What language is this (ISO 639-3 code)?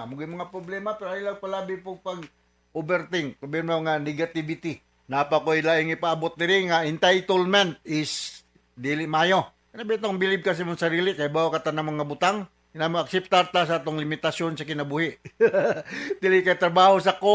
ceb